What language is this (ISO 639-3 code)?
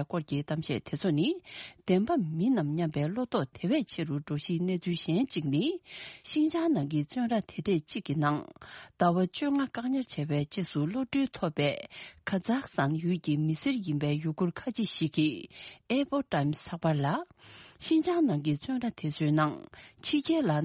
bod